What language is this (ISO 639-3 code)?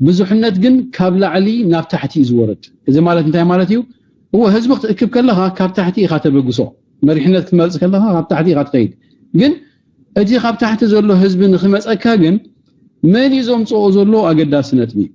tir